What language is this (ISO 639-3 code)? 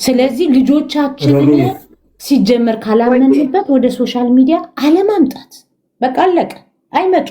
amh